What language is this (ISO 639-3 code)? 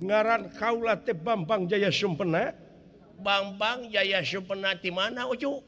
sun